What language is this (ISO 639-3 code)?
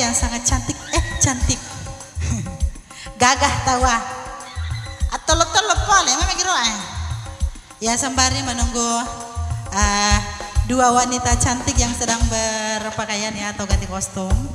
ind